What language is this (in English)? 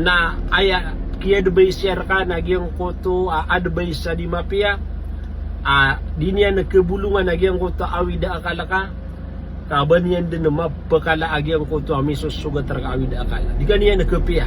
Maranao